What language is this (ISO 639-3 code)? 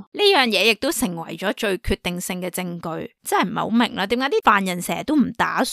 yue